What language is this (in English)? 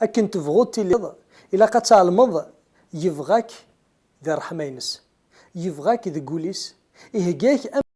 Kabyle